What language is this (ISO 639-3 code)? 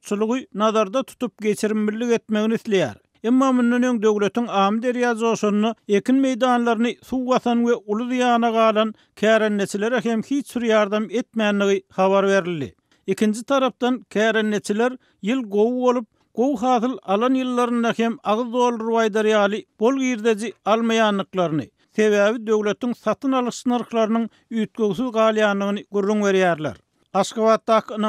tuk